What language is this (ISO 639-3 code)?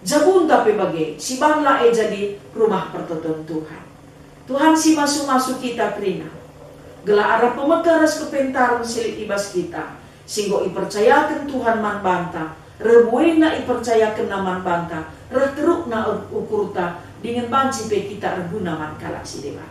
btx